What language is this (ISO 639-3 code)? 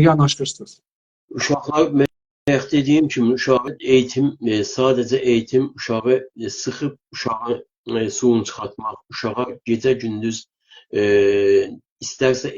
azb